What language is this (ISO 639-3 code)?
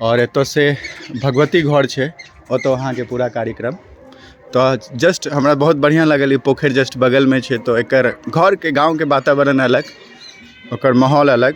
mai